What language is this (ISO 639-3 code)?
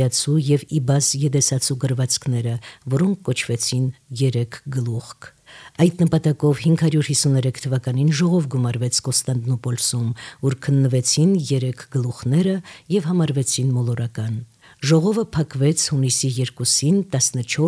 hye